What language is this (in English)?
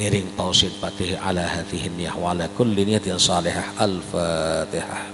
Sasak